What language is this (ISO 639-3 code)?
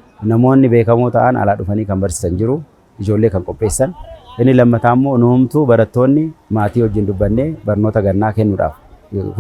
orm